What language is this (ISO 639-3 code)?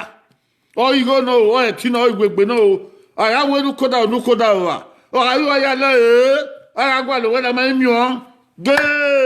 bin